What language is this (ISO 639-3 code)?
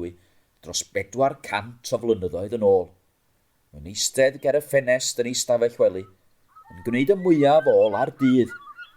cym